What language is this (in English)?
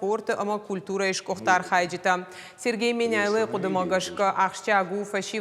Ossetic